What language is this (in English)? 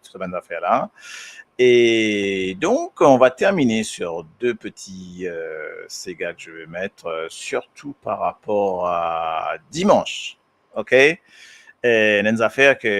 Morisyen